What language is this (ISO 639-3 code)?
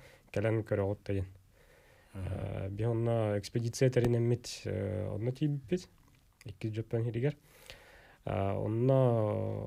sah